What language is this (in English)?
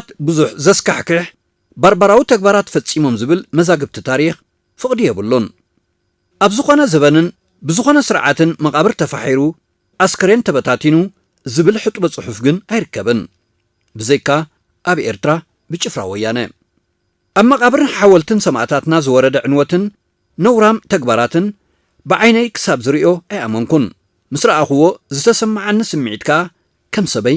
Tigrinya